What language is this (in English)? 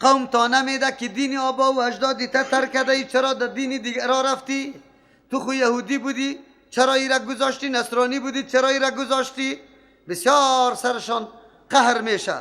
Persian